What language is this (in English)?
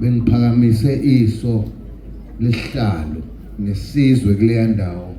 Zulu